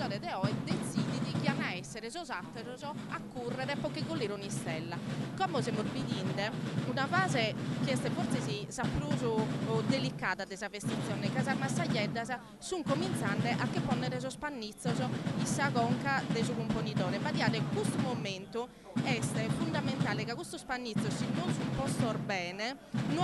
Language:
Sardinian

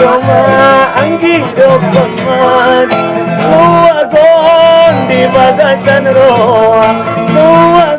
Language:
Batak Angkola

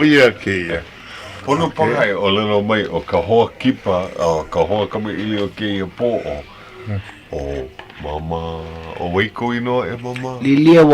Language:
Hawaiian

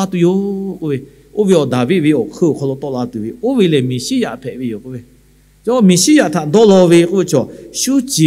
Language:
Lahu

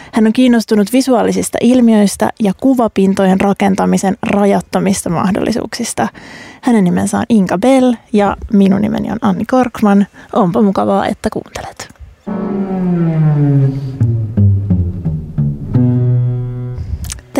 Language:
Finnish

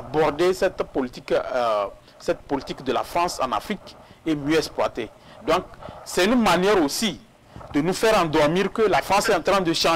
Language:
French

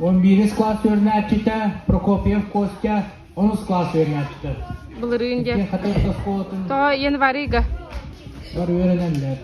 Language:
Yakut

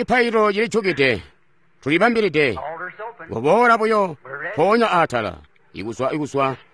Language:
Tonga (Zambia)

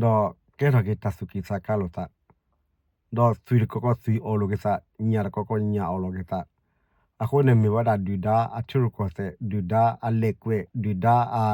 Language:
S'gaw Karen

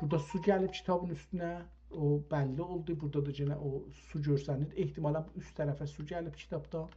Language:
South Azerbaijani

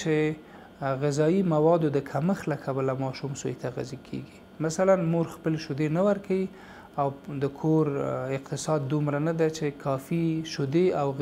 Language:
Pashto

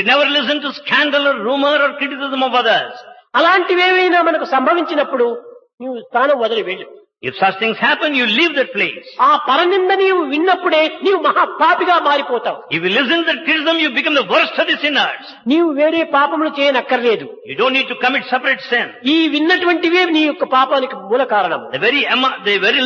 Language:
Telugu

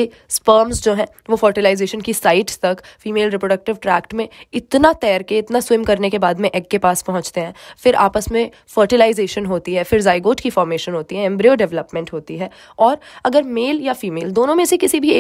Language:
Hindi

